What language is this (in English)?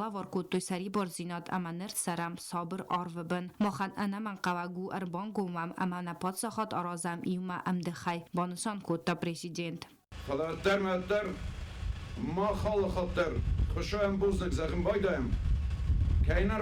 Ossetic